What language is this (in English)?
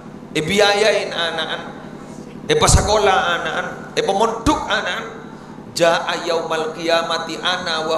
Madurese